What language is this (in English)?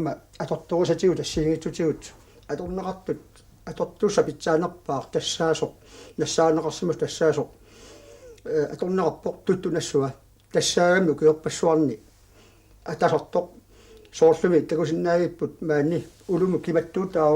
Kalaallisut